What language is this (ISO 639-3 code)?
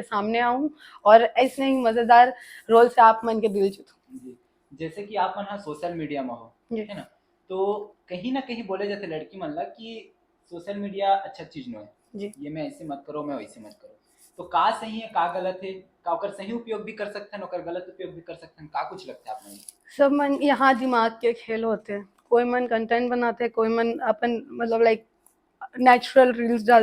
hne